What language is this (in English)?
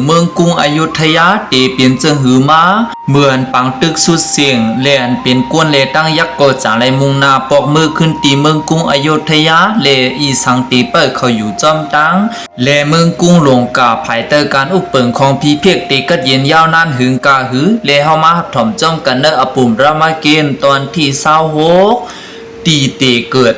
Shan